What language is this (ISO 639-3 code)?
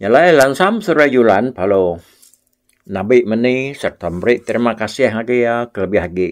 iba